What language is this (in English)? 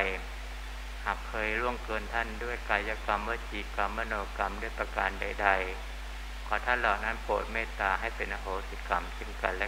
Thai